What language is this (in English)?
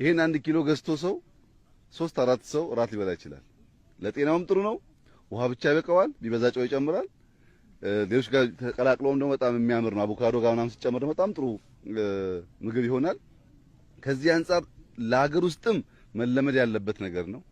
Amharic